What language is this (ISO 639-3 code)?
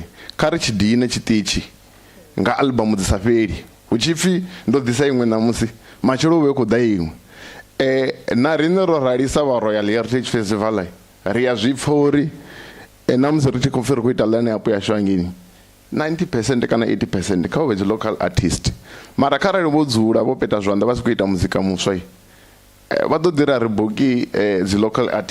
ven